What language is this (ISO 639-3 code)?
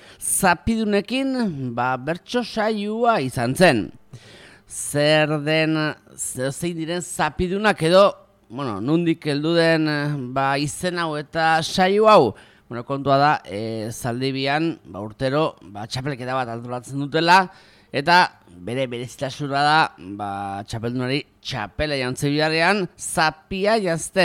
eus